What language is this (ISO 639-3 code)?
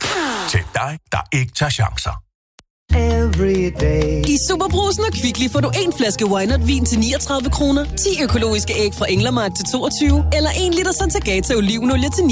dan